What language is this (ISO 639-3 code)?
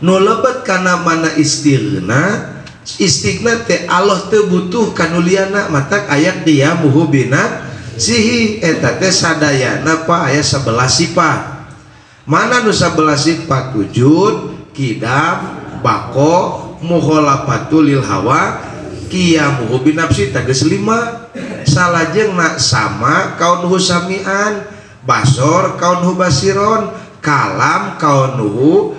sun